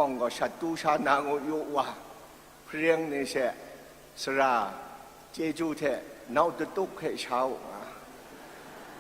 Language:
Kachin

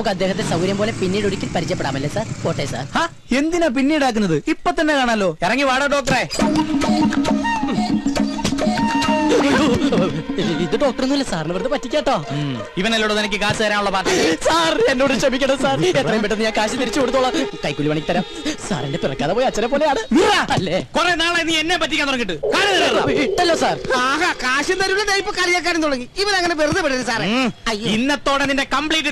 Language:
Malayalam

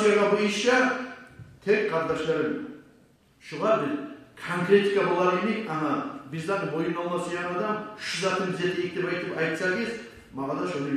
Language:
Kumyk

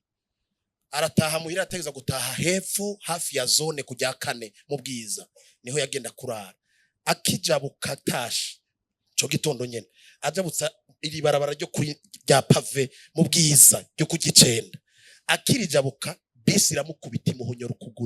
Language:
Rundi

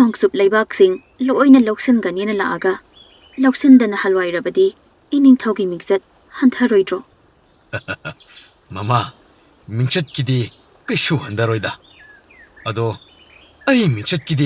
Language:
Manipuri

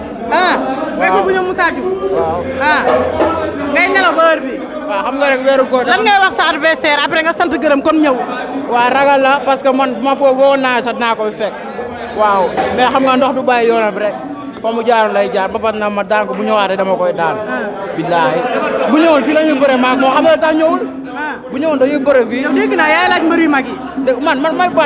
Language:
Wolof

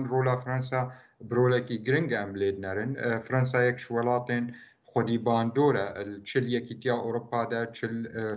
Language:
Kurdish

